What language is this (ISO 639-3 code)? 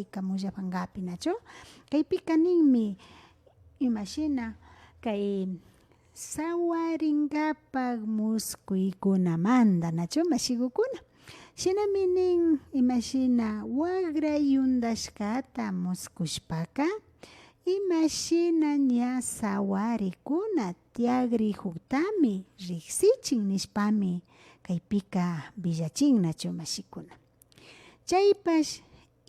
qvi